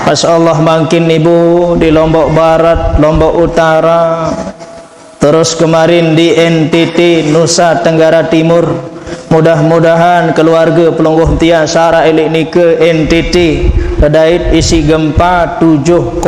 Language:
Sasak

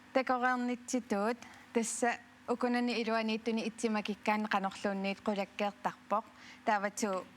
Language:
Kalaallisut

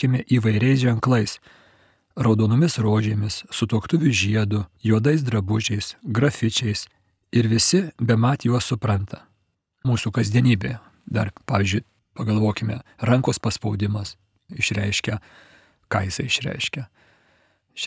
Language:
Lithuanian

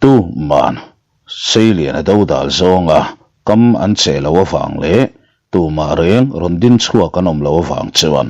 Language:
Mizo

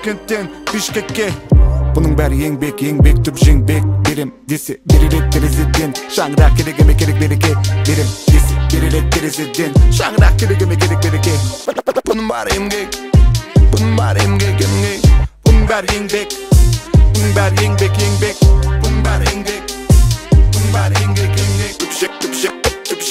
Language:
Kazakh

